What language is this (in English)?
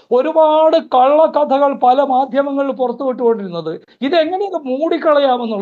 Malayalam